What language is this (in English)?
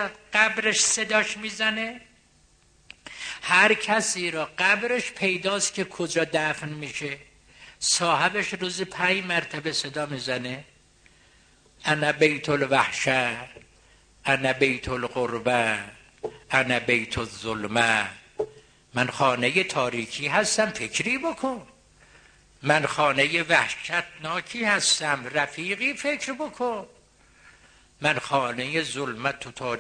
Persian